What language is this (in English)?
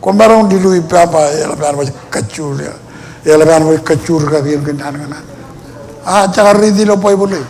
Marshallese